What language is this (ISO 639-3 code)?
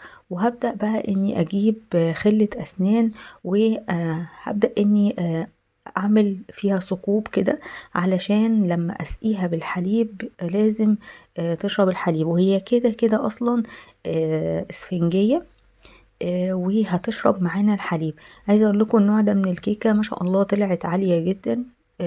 arz